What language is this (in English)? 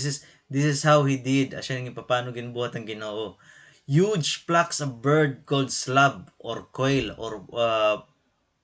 Waray